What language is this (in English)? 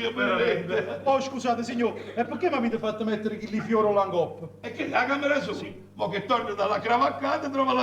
Neapolitan